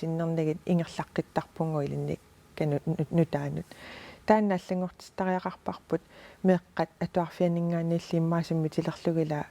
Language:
Kalaallisut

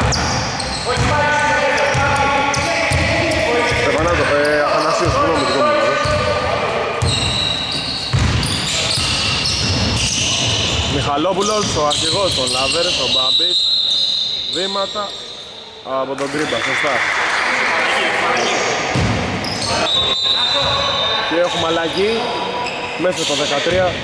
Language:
Greek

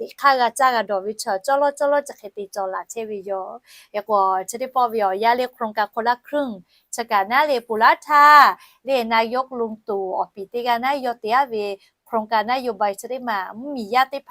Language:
Lahu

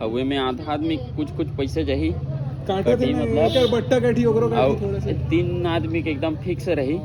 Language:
Chhattisgarhi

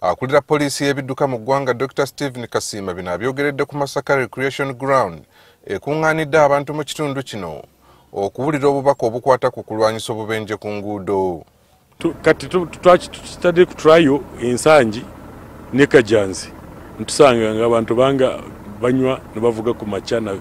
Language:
Ganda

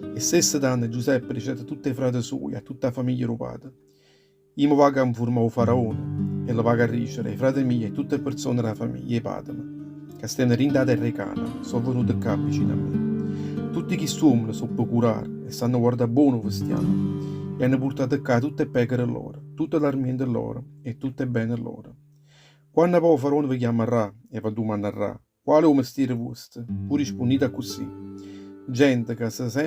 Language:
Neapolitan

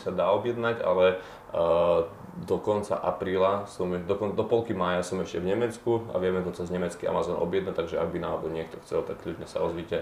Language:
Slovak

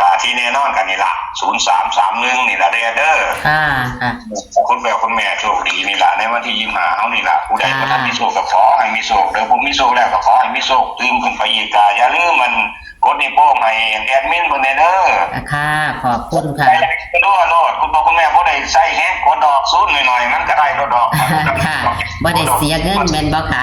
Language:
Northeastern Thai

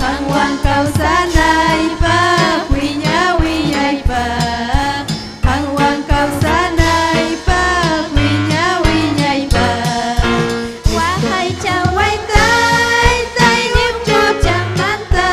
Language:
Ayacucho Quechua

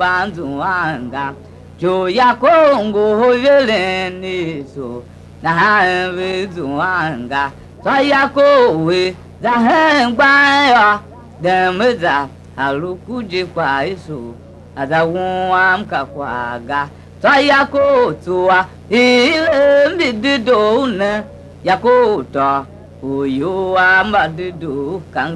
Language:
Tiv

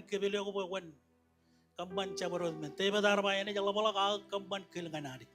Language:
Marshallese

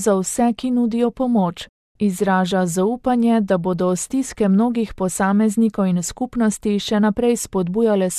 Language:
Slovenian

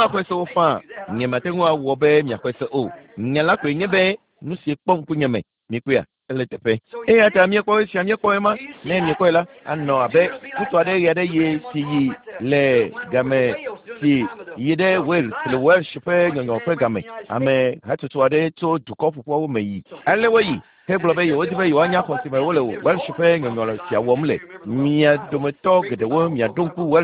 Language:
Ewe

